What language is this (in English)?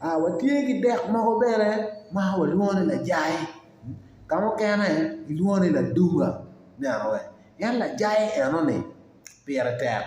Acoli